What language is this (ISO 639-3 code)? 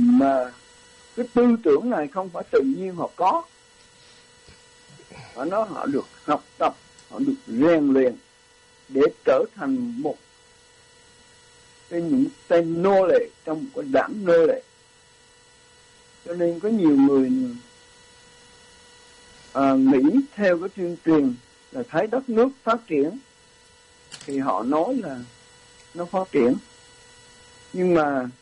vie